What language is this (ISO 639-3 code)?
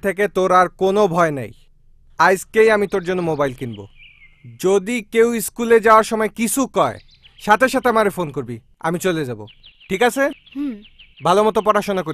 ben